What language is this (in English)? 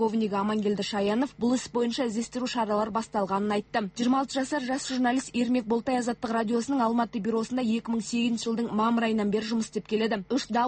Kazakh